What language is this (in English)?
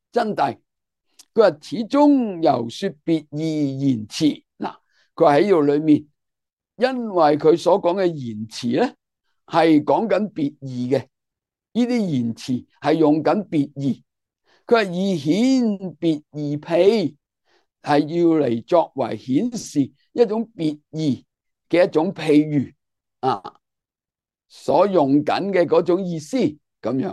Cantonese